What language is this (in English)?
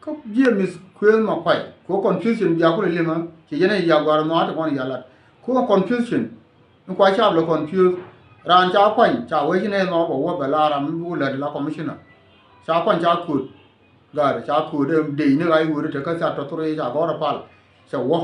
Nuer